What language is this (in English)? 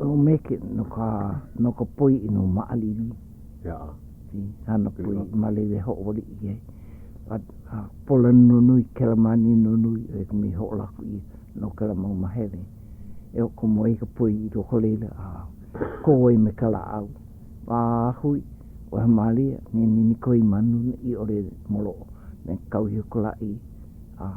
Hawaiian